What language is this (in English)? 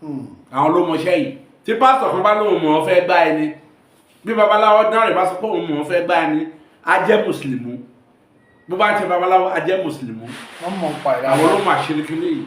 Yoruba